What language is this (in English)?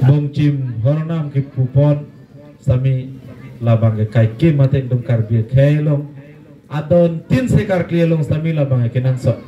Karbi